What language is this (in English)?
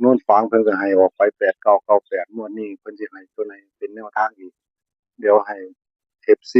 Northeastern Thai